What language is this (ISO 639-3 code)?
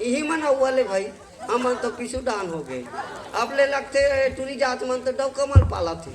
hne